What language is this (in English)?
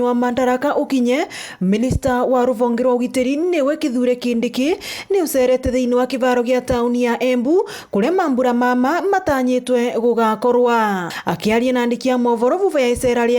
Meru